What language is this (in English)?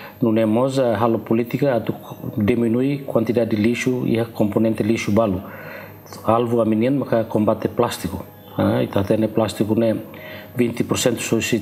Tetum